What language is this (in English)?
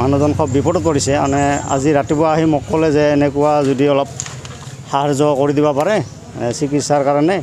Assamese